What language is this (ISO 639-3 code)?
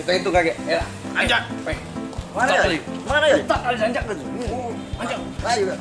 mui